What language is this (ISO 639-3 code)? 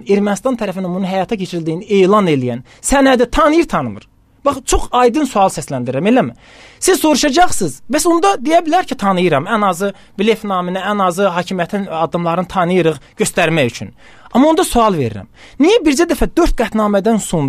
aze